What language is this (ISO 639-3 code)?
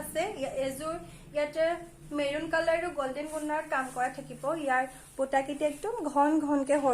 asm